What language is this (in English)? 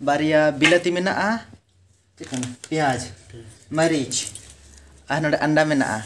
Santali